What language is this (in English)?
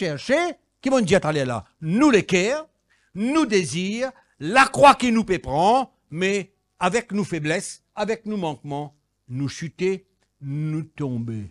Morisyen